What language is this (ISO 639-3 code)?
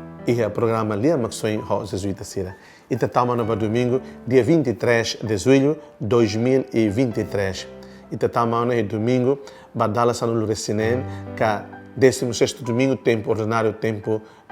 tet